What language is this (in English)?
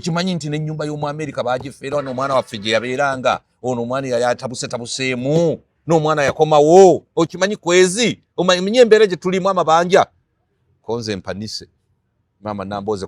Ganda